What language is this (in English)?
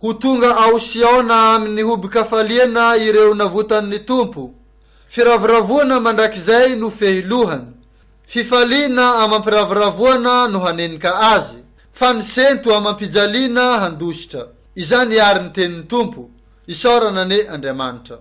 Malagasy